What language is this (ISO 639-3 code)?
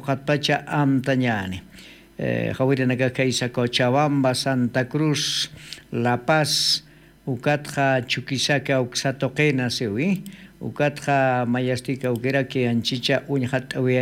aym